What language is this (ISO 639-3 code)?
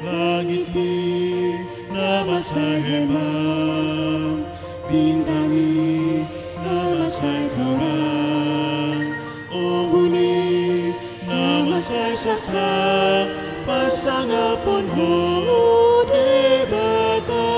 bbc